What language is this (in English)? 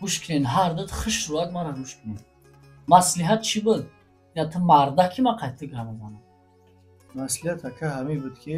Tajik